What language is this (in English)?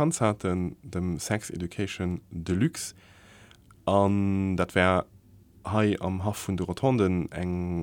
Luxembourgish